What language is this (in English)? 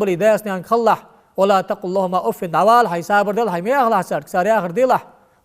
Ingush